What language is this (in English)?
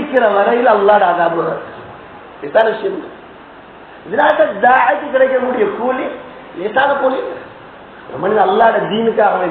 Tamil